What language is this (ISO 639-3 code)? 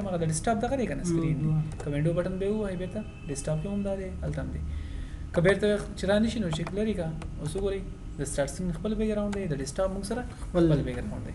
pus